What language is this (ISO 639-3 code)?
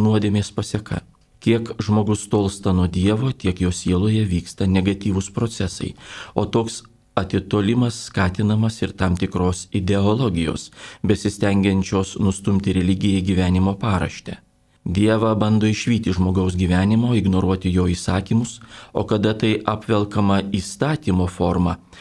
lit